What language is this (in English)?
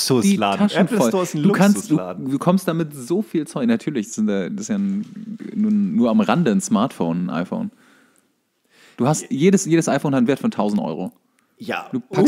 German